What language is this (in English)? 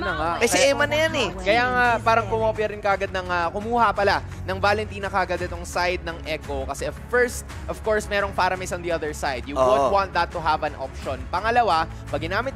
Filipino